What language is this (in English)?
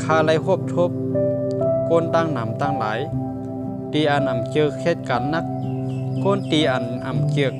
Shan